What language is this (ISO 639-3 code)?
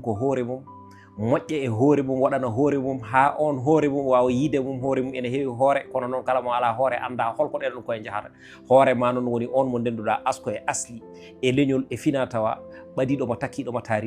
ful